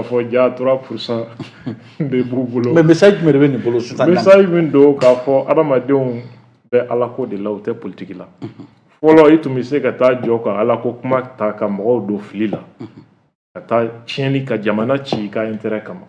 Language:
Bambara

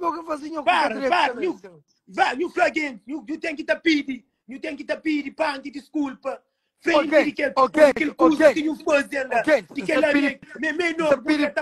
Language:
Kabuverdianu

